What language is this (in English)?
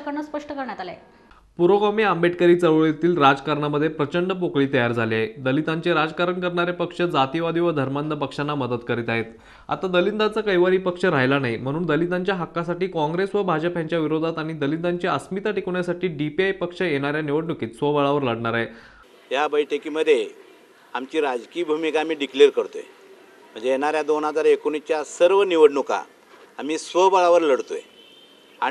Marathi